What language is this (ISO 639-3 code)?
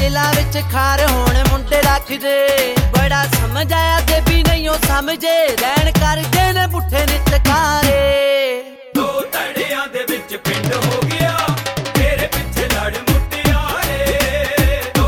pan